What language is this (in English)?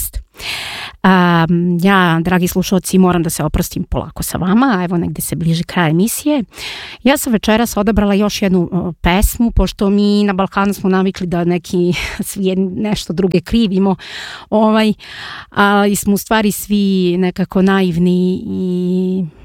Serbian